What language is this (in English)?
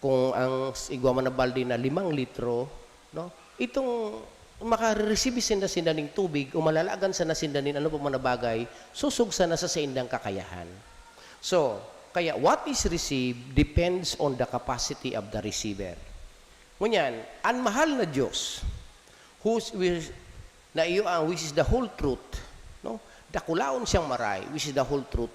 Bikol